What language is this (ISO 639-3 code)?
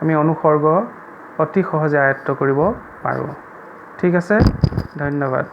asm